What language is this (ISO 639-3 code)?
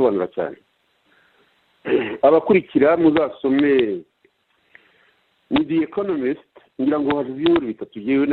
kin